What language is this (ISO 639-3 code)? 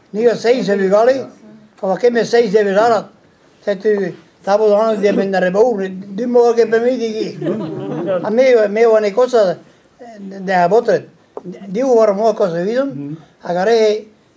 bre